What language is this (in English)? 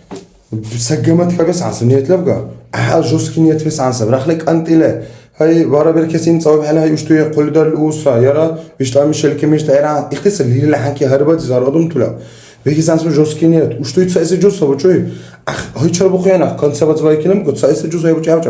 Dargwa